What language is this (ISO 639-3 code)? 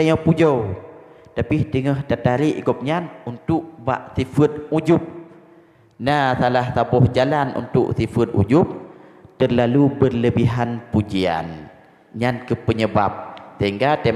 ace